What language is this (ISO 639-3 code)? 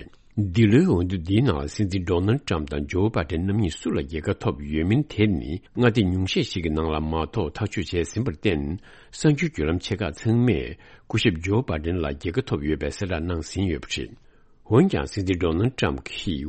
bod